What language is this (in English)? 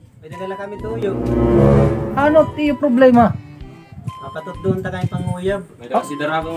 Waray